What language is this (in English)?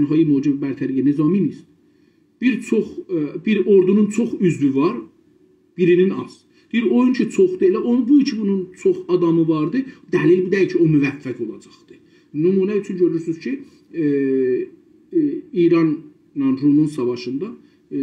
South Azerbaijani